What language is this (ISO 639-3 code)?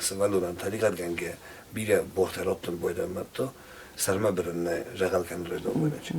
oss